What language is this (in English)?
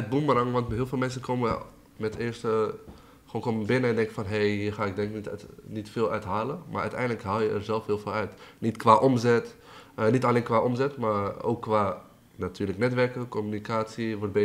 Dutch